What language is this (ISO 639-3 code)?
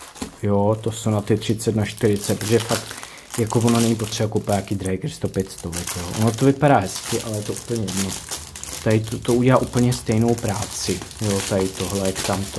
ces